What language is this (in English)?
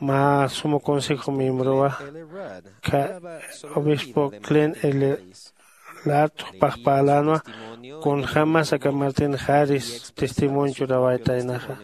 Aymara